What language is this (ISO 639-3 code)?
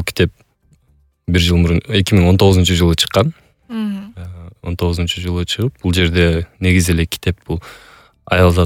kir